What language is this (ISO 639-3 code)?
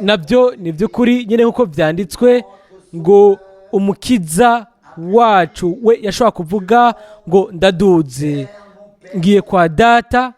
run